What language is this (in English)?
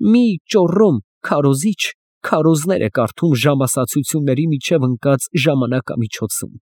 Armenian